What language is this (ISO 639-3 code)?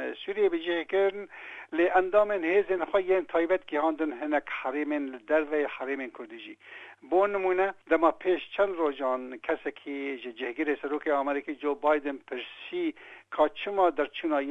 kur